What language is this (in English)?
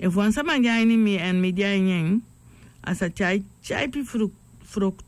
Sranan Tongo